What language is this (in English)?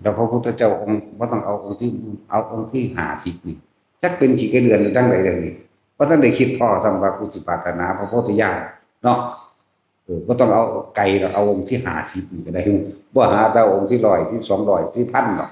Northeastern Thai